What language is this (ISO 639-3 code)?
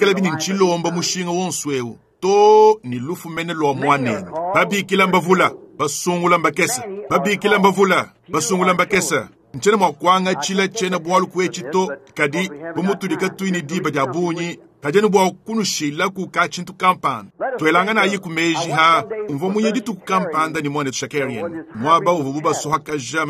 lua